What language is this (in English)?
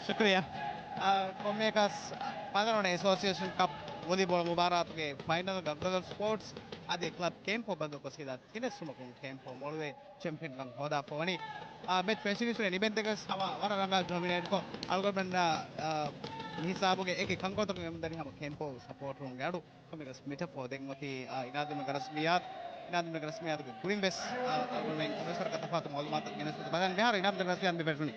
Divehi